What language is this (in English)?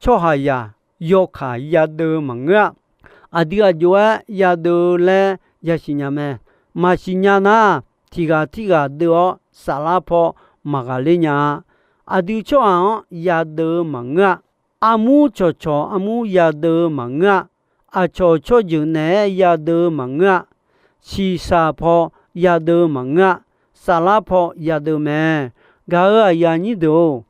Akha